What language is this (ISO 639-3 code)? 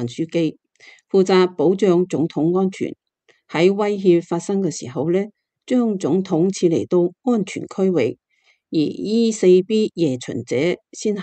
yue